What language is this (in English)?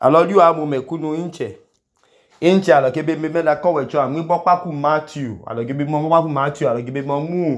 Idoma